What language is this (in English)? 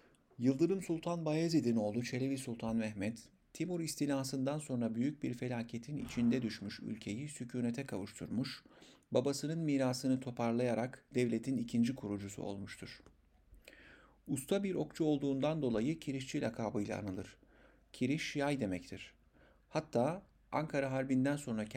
Turkish